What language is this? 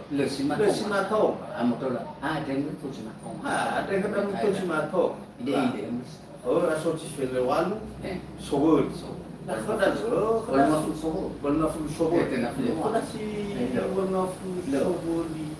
Nias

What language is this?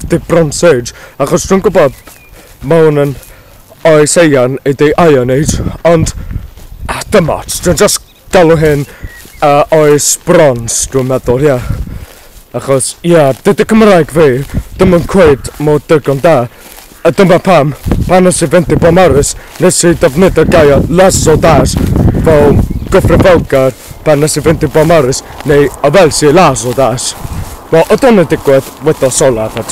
Welsh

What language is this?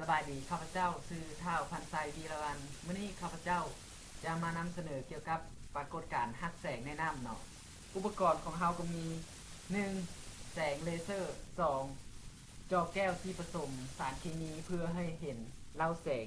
Lao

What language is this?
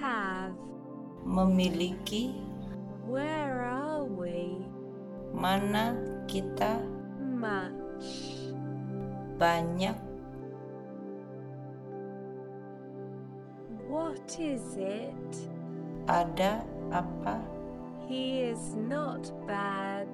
Indonesian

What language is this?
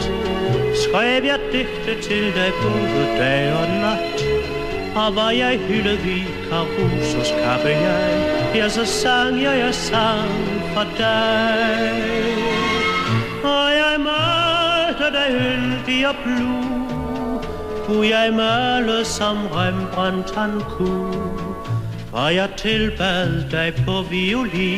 Danish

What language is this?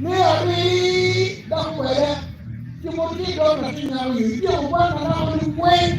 Acoli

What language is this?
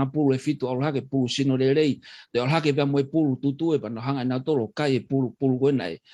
Tongan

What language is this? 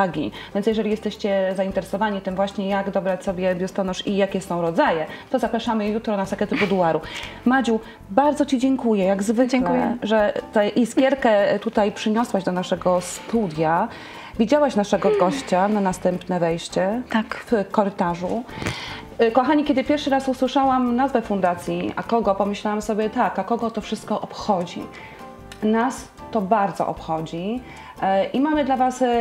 Polish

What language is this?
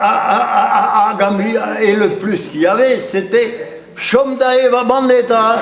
Breton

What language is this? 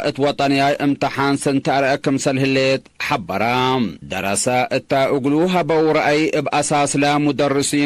Tigre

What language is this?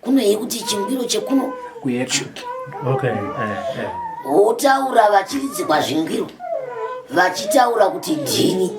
Shona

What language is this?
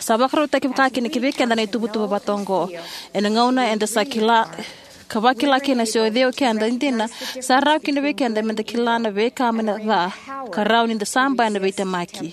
Fijian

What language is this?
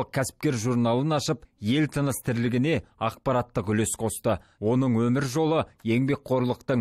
Kazakh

